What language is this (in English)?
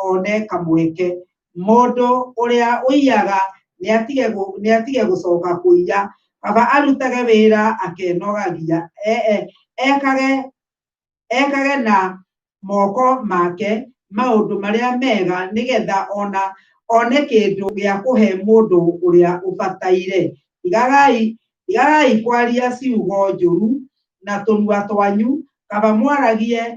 Kikuyu